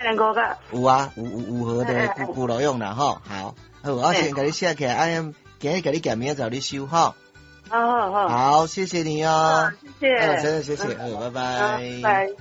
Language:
Min Nan Chinese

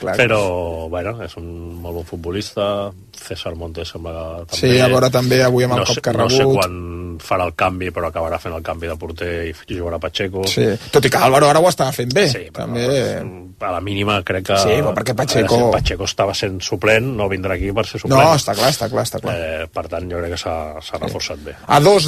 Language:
Catalan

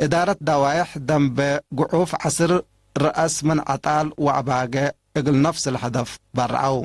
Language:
Tigre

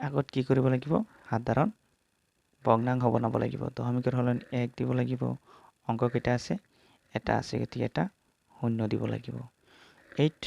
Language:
Assamese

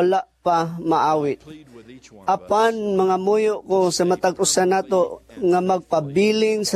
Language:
Cebuano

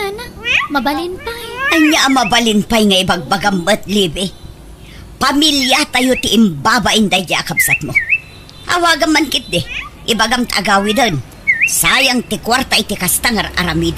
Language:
Iloko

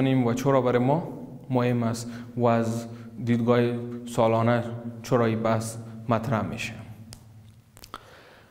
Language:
Persian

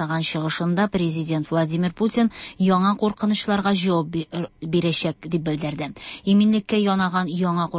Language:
Tatar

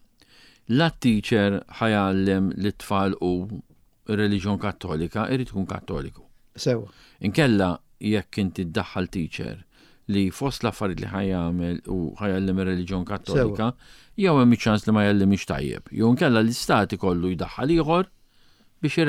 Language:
Maltese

